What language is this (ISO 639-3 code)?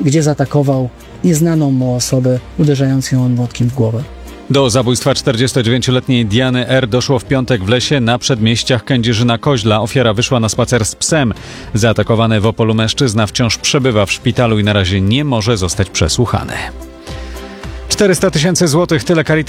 pol